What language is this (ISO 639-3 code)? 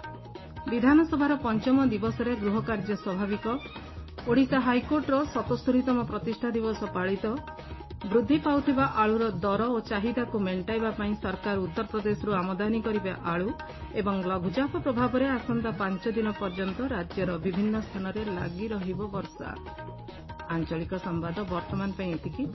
ori